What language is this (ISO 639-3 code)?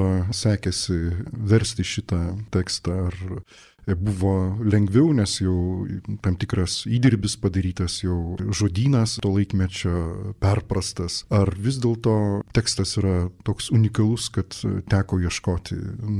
lit